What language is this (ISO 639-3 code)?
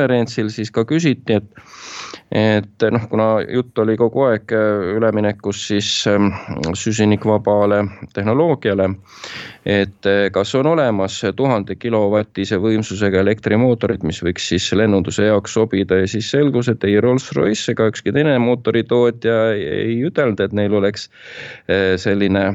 est